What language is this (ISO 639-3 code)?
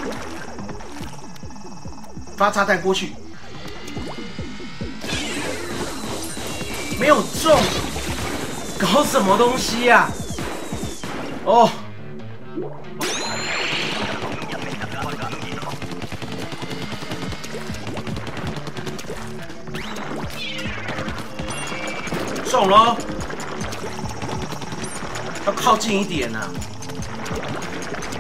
zho